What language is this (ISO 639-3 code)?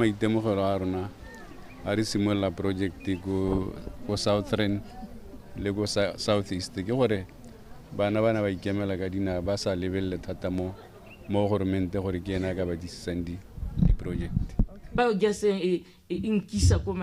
tsn